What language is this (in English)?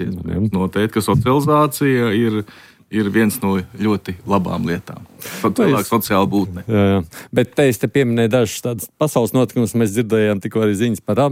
Latvian